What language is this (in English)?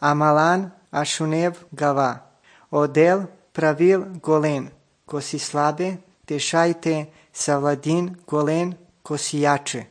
Serbian